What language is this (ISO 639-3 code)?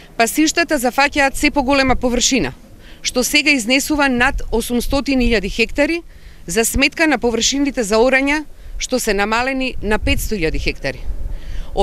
mkd